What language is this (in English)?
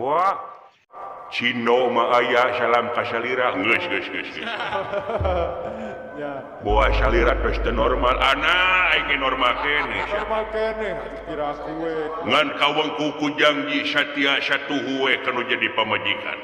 Sundanese